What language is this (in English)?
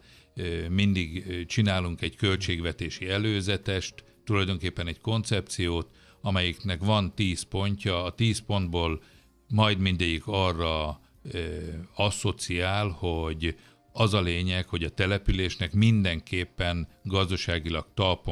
Hungarian